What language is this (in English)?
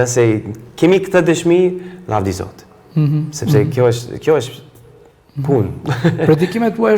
Albanian